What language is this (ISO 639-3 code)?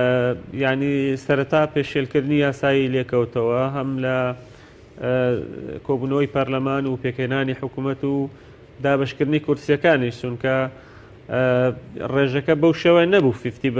ckb